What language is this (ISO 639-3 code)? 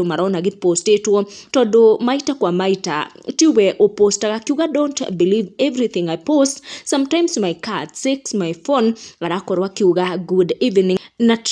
kik